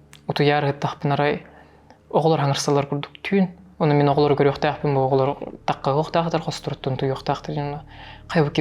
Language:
Yakut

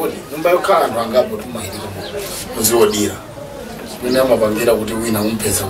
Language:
Nyanja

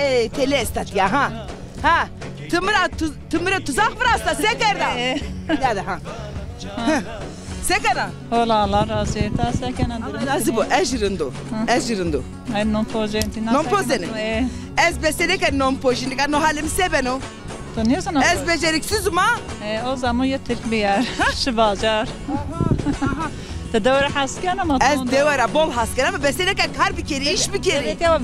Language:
Zaza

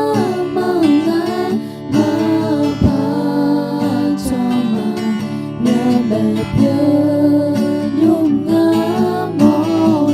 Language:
Akha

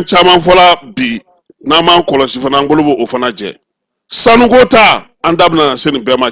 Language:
Bambara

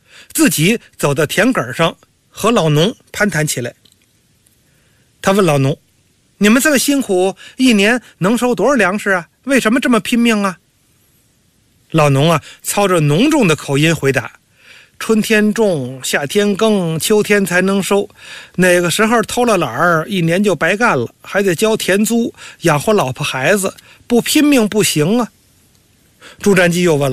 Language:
Chinese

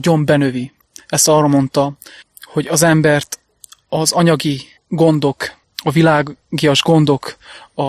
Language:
Hungarian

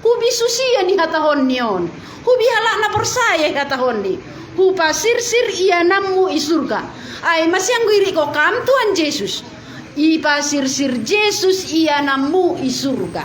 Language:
Batak Simalungun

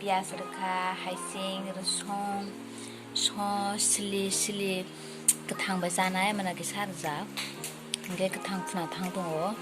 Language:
Kok Borok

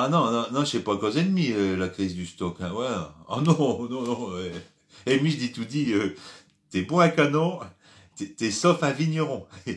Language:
Picard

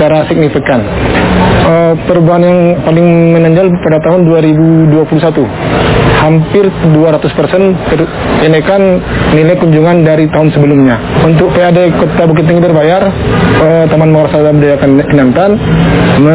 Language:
Indonesian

